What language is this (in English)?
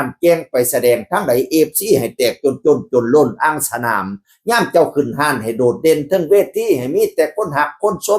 Northeastern Thai